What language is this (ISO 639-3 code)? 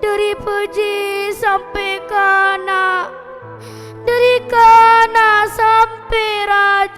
mad